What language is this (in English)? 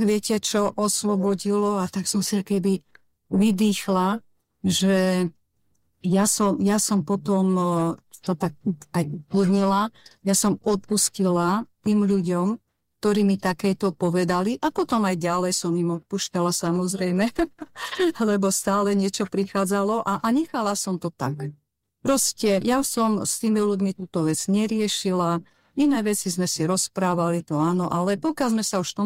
Slovak